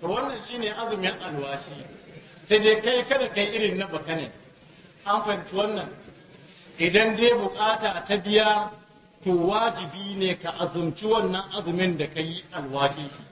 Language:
Hausa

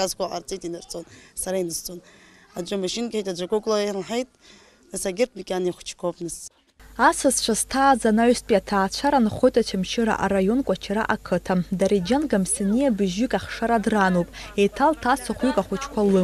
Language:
Abkhazian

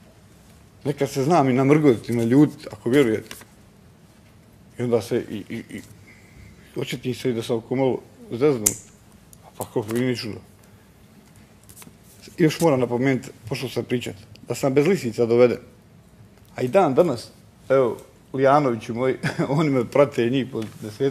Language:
Bosnian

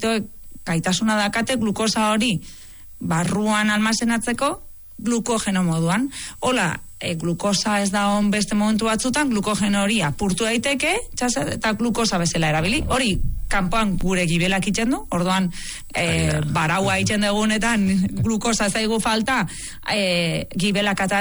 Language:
Basque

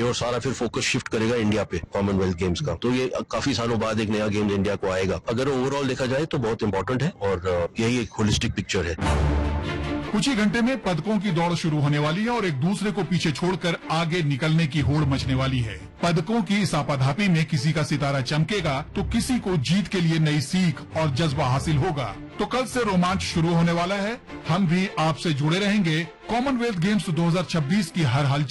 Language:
Hindi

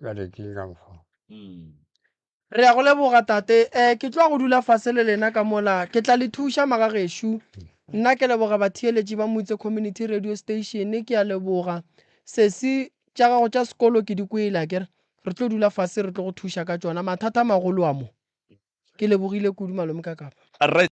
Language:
Northern Sotho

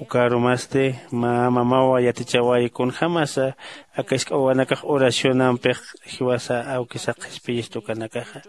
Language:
Aymara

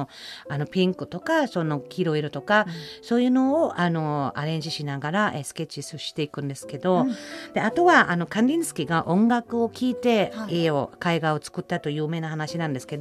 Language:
Japanese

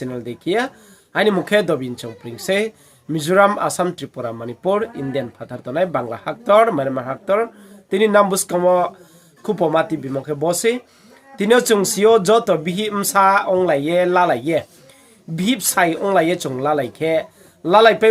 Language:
Riang (India)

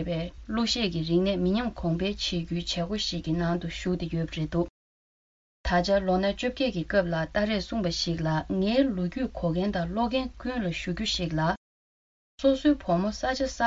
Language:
Tibetan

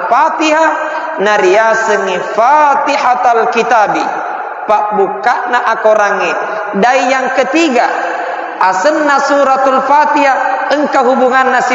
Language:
Buginese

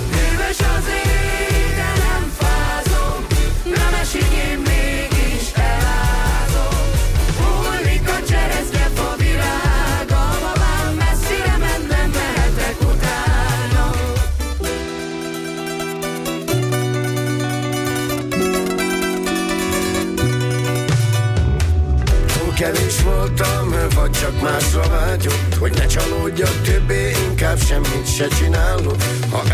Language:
Hungarian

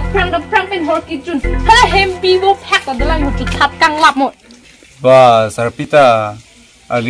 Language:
Karbi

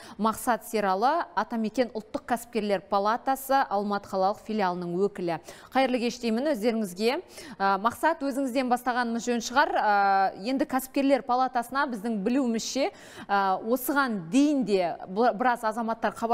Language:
Kazakh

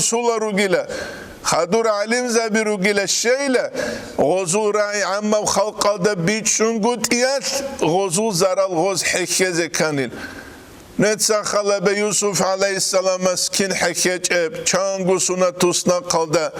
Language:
Avaric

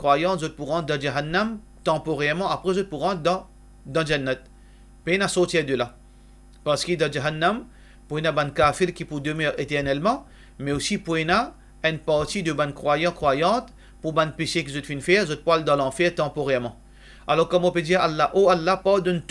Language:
Morisyen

